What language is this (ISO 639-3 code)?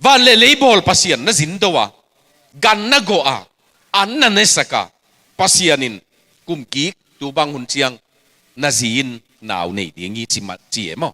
ctd